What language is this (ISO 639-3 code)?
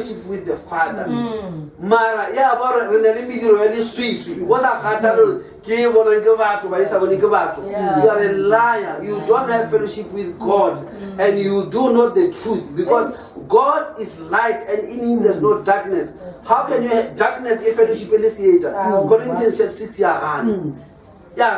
nso